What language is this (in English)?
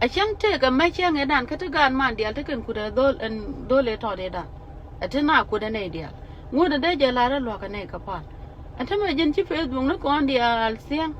Nuer